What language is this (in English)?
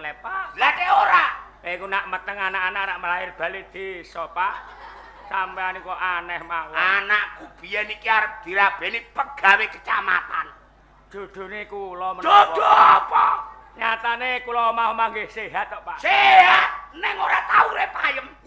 Javanese